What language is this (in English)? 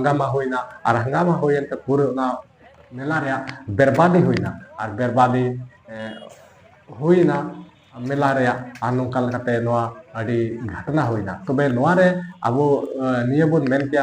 Santali